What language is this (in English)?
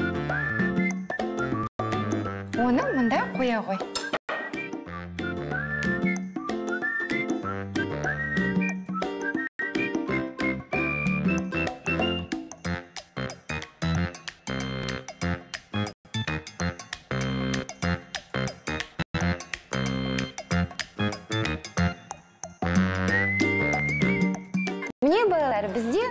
Kazakh